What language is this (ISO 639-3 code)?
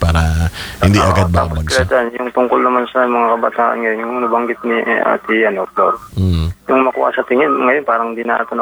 fil